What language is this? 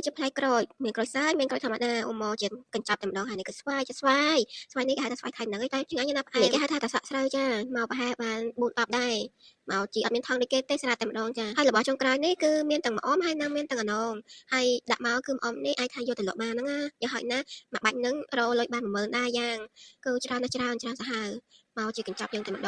Khmer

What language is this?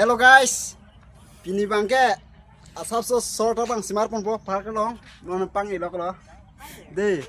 Karbi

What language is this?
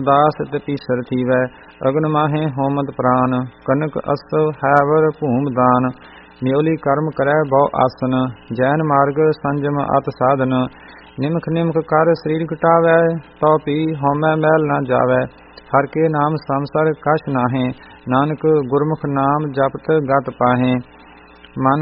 Punjabi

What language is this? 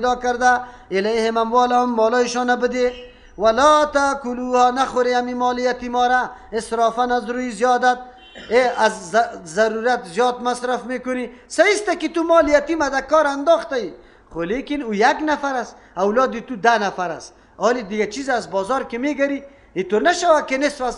Persian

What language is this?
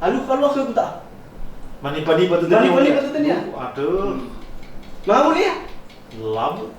Nias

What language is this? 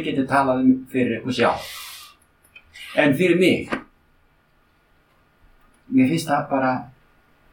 Icelandic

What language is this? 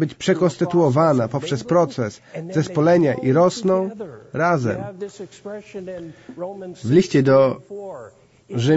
Polish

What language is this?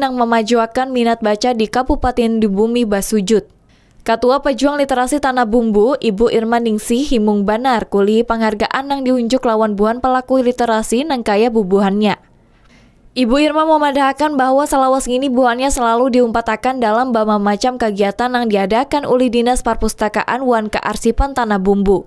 Banjar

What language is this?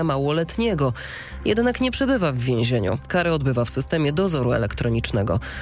Polish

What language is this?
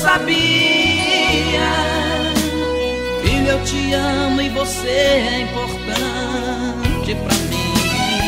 Portuguese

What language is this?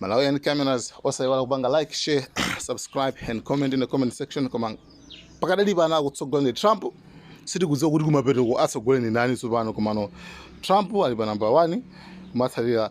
Nyanja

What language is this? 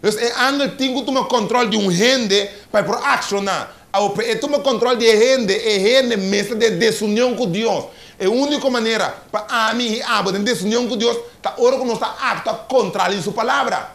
Papiamento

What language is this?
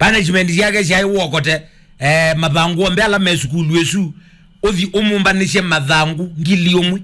Kamba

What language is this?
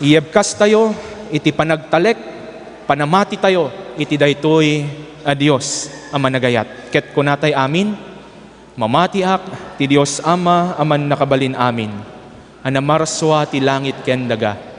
Iloko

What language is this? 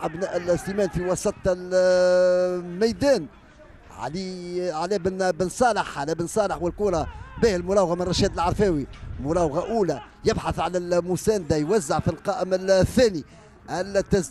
Tunisian Arabic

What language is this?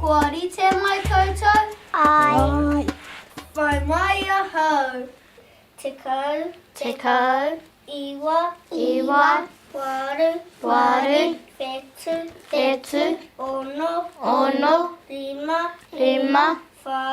Māori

